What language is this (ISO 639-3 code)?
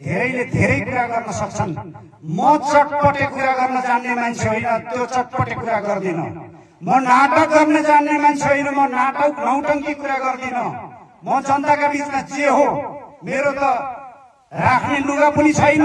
nep